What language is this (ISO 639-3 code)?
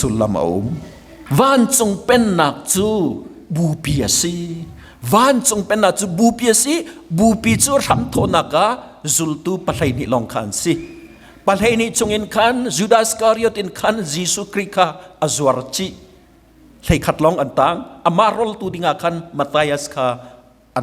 cnh